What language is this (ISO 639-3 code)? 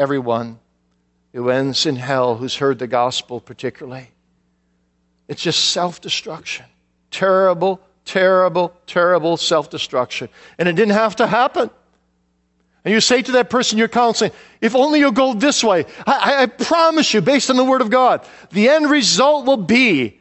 eng